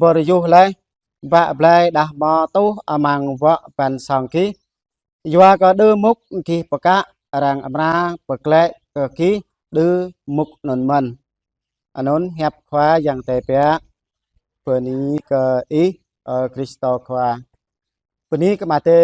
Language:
Jarai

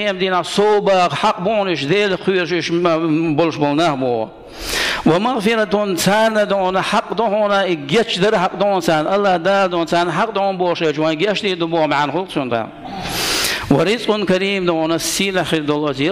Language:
Chechen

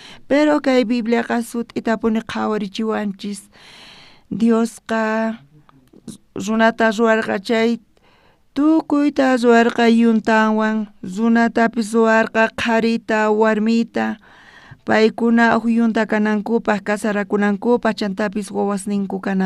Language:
South Bolivian Quechua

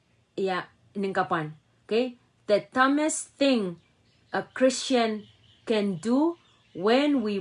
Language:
Pohnpeian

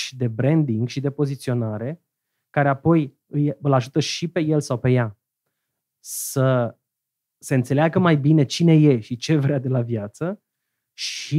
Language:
Romanian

